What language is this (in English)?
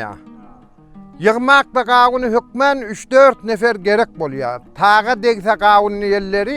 Turkmen